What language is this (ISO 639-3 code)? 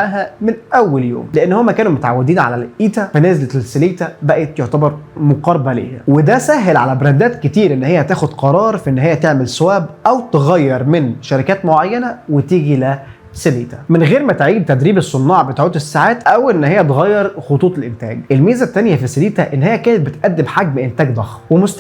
arz